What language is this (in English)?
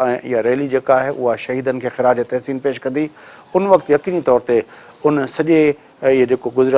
Sindhi